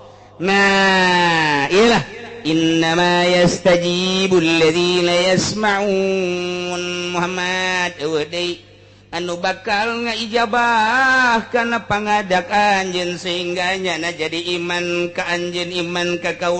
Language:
Sundanese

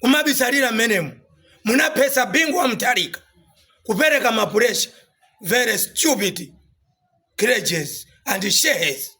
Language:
Nyanja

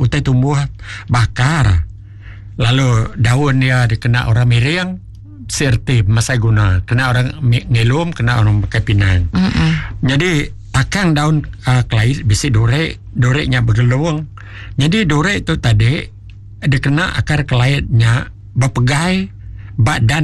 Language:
Iban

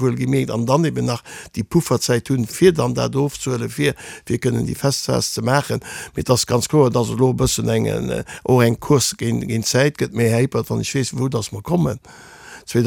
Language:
Luxembourgish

